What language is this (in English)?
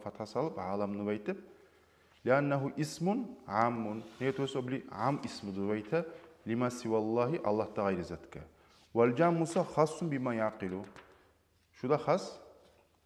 Kumyk